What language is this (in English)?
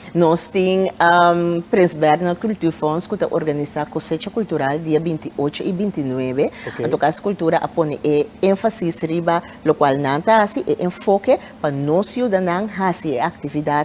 Papiamento